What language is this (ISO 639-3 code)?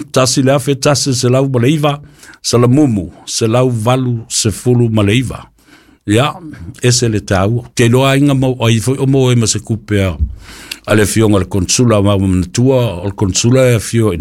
smo